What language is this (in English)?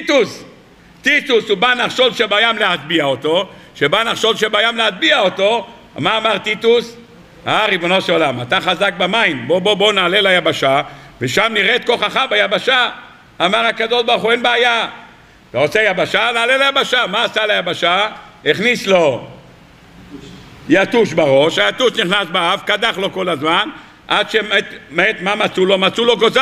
Hebrew